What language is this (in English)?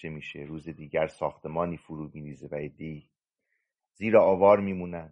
Persian